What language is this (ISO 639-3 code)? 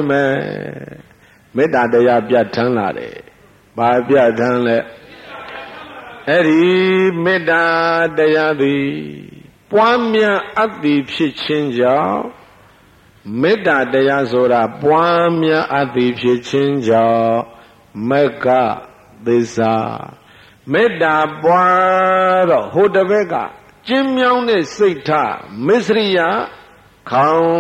mya